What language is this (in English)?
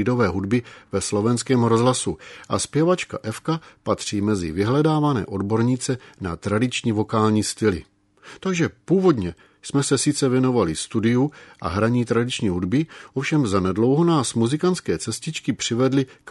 Czech